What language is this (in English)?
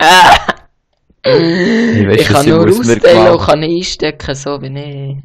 Swiss German